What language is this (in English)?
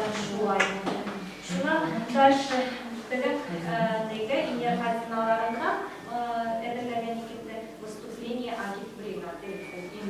Bashkir